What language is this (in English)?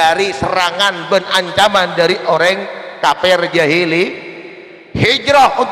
Madurese